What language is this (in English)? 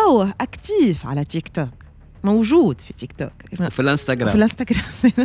Tunisian Arabic